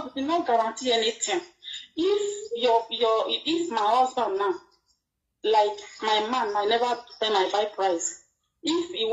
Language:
Nigerian Pidgin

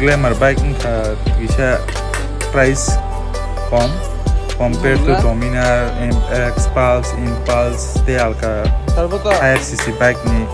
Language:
Kok Borok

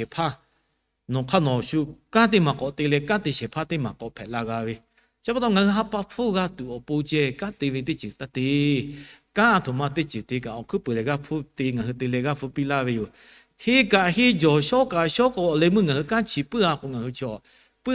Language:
Lahu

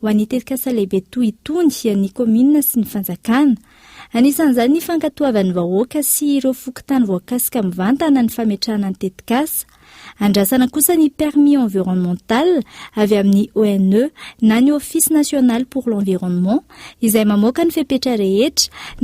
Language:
Malagasy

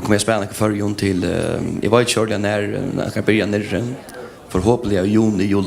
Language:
Faroese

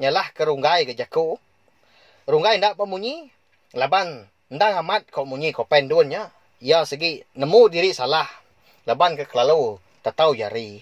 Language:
Iban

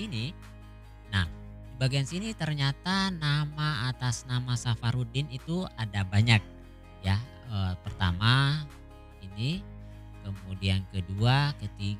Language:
Indonesian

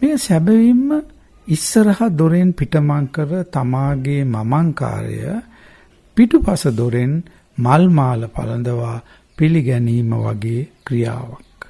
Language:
Sinhala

